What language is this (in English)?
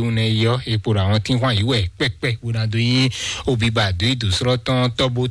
Fon